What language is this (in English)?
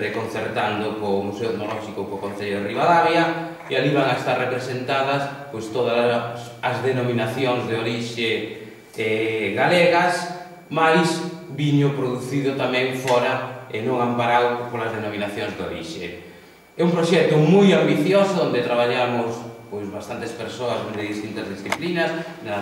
Galician